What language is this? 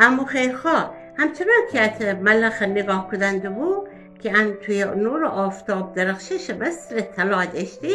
Gilaki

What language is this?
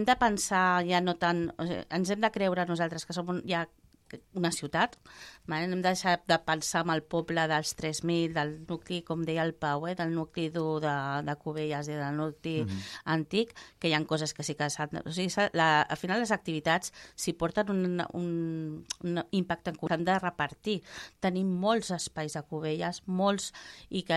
Catalan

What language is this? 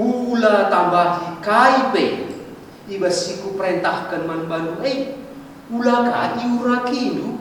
Batak Karo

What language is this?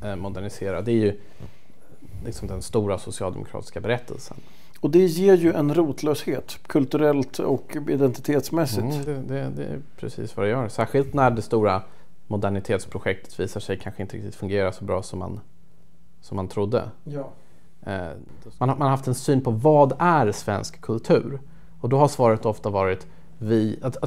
Swedish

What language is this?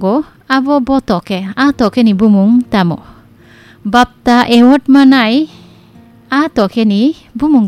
Kok Borok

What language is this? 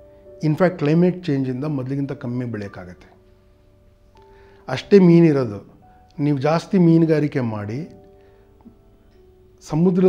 Kannada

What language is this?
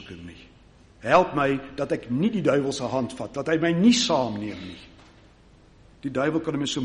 Afrikaans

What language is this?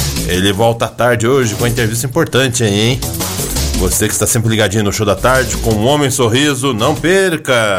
Portuguese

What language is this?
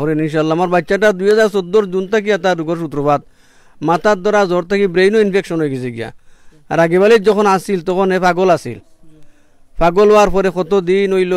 Sylheti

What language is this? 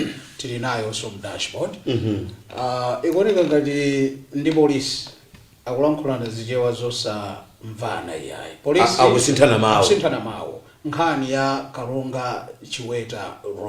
Nyanja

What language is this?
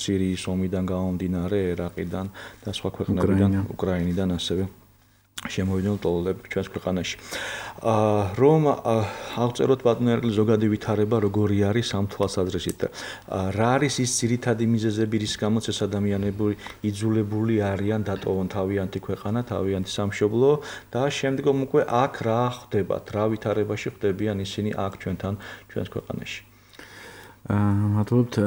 Georgian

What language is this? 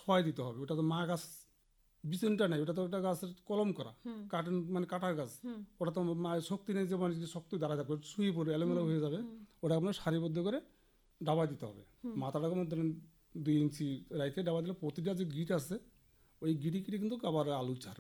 Bangla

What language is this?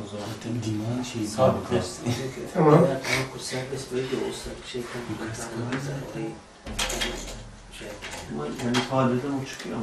Turkish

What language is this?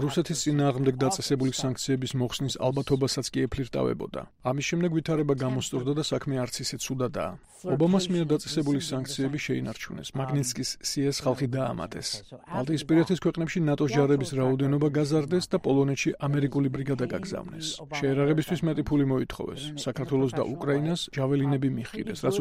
Georgian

